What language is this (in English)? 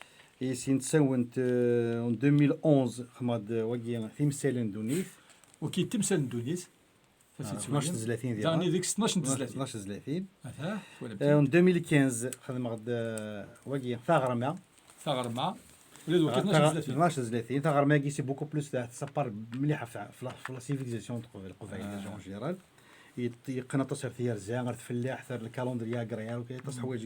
Kabyle